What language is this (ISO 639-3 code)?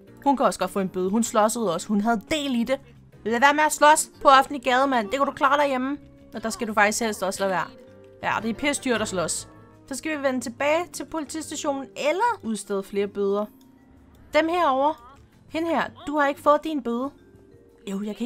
dan